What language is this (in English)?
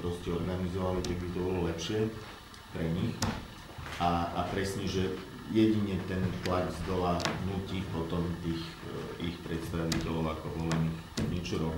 Slovak